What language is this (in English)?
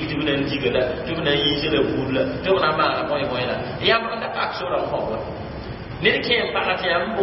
Mossi